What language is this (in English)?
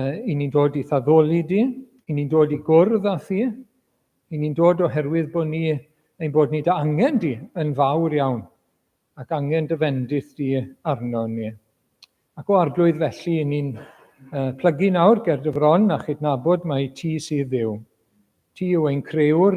Welsh